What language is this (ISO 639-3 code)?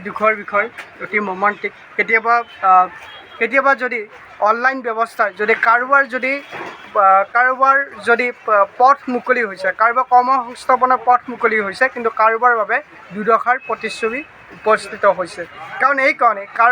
asm